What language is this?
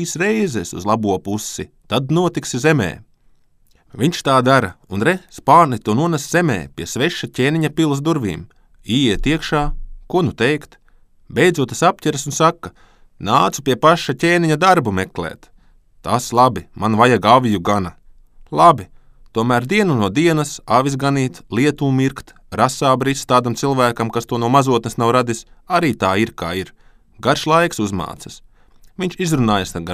Latvian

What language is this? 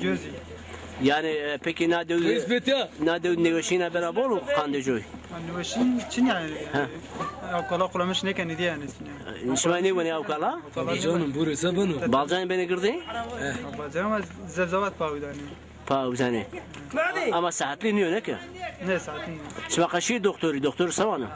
Zaza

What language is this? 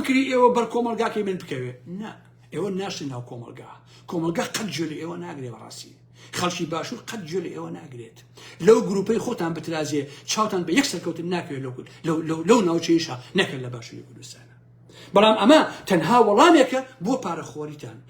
Central Kurdish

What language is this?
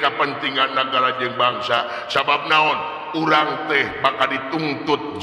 Sundanese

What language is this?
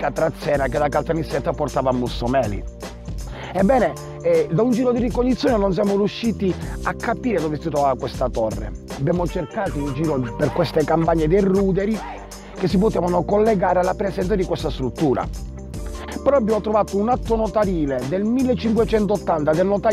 Italian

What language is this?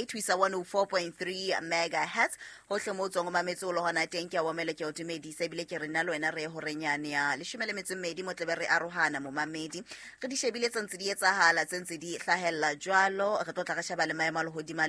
Southern Sotho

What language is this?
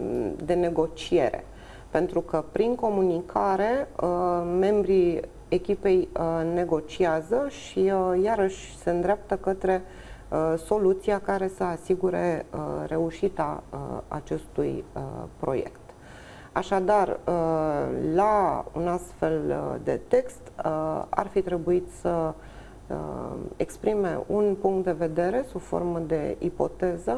Romanian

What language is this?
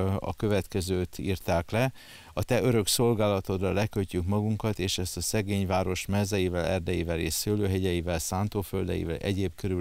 Hungarian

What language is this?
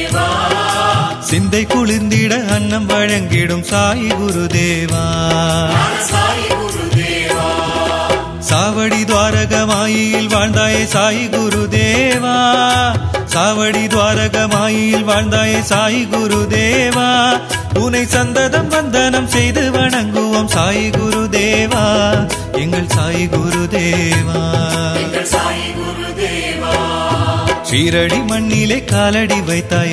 Tamil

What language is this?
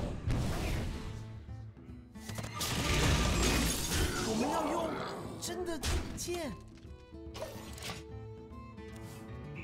Chinese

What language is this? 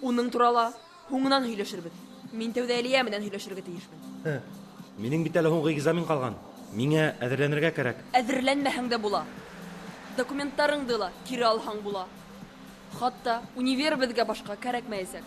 Bashkir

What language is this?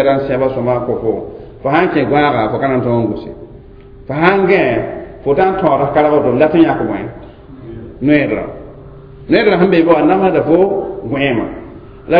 Mossi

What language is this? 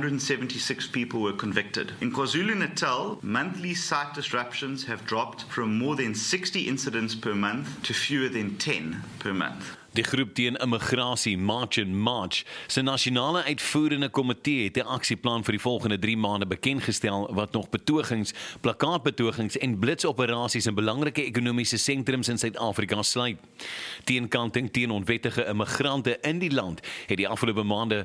Afrikaans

